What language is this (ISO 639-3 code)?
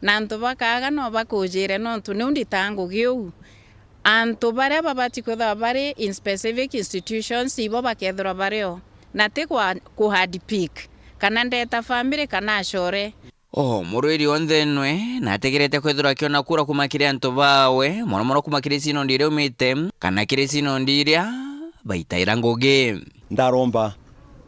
mer